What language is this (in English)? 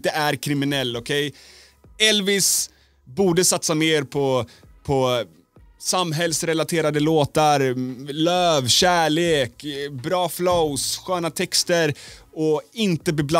Swedish